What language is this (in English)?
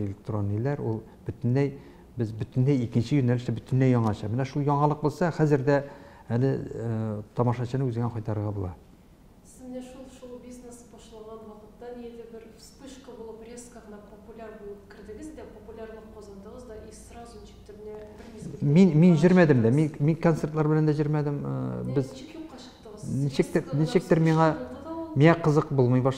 Tatar